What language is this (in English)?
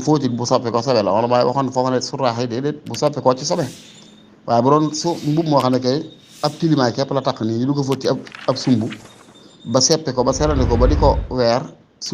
Wolof